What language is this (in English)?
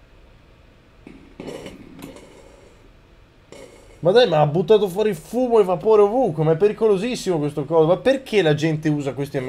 Italian